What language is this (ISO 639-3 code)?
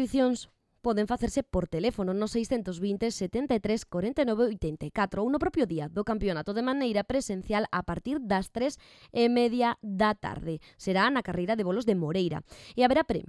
glg